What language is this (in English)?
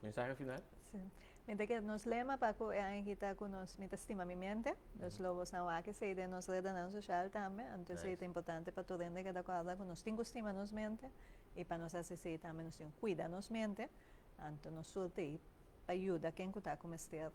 Papiamento